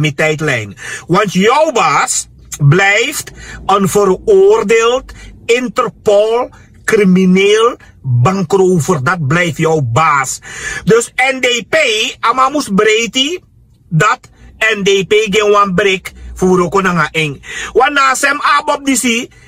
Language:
Sranan Tongo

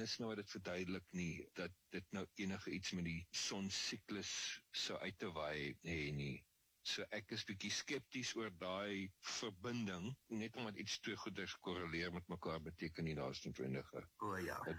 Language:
Afrikaans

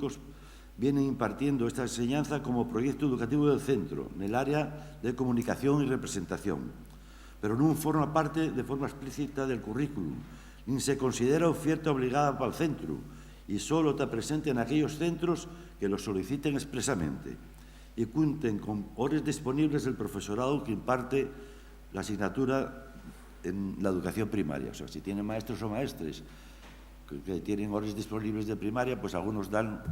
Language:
Asturian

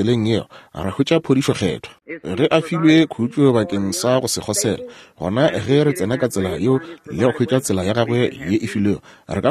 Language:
Northern Sotho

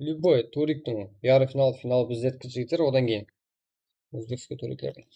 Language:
Kara-Kalpak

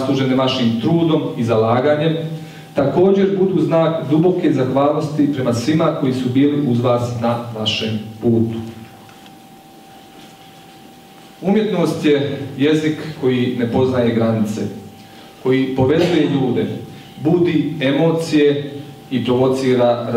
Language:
Croatian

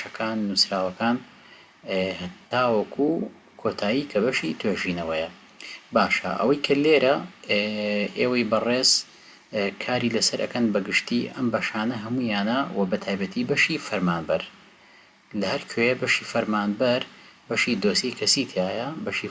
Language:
Central Kurdish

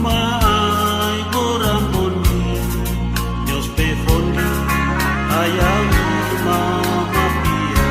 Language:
Biak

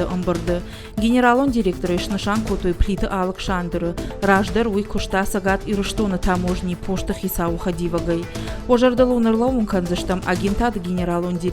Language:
Ossetic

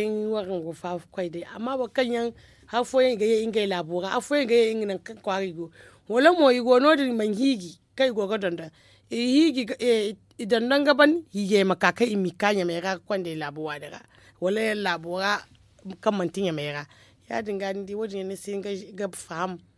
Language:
Zarma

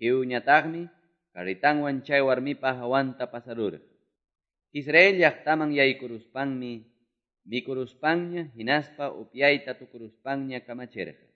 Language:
Quechua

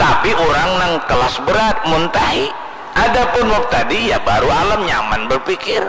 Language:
Banjar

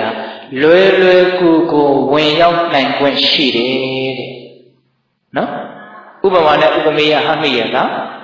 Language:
Burmese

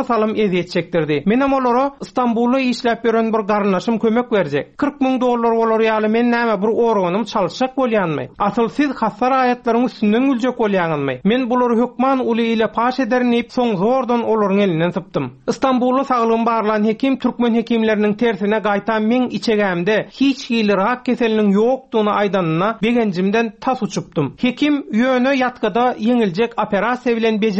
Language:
Turkmen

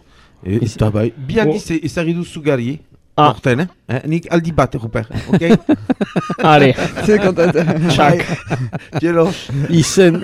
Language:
Basque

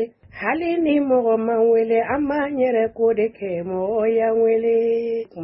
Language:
Bambara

